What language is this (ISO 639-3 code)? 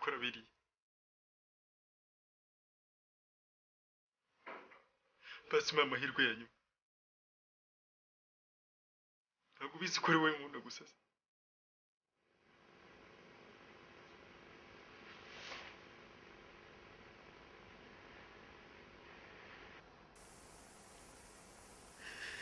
kin